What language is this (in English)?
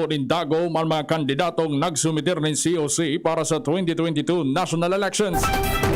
Bikol